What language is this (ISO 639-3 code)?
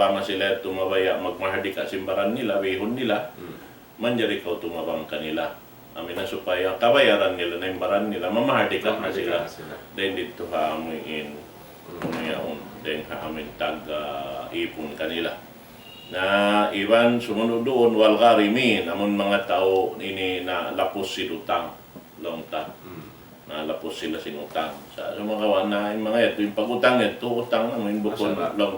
tsg